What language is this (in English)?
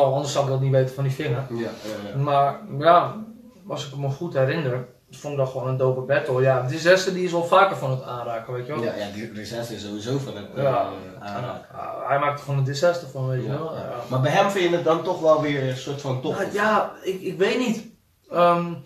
Dutch